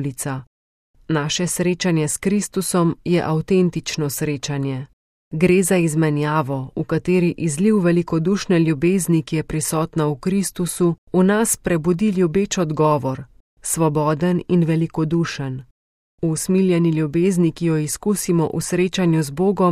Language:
Slovenian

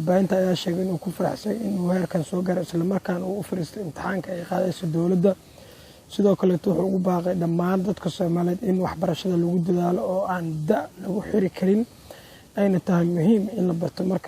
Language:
Somali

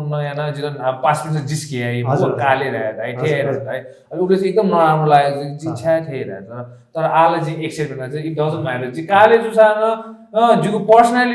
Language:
Newari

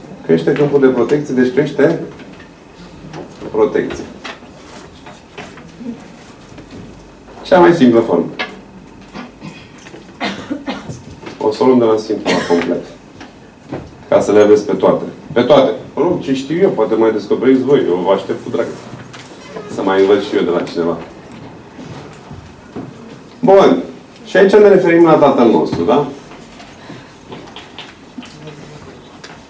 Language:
Romanian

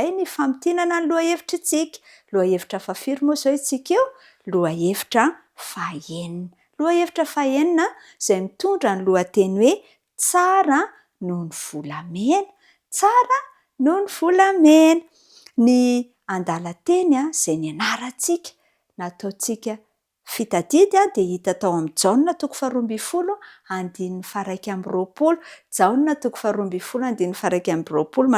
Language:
Malagasy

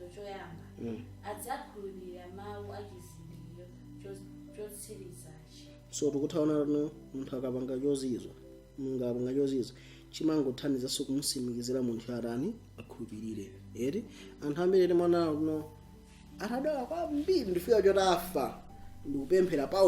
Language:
Nyanja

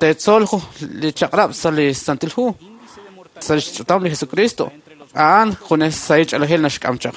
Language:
Kekchí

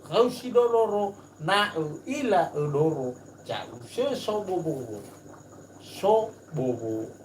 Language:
Nias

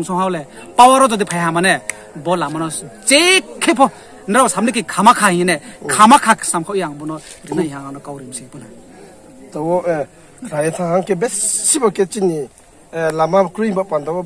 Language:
Riang (India)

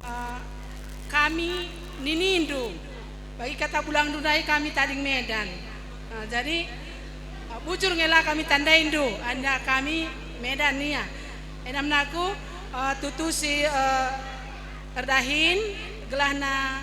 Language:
Batak Karo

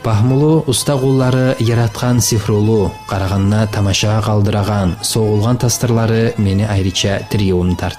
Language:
Kumyk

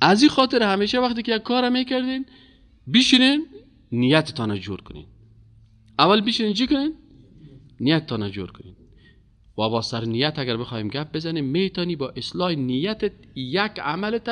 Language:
Persian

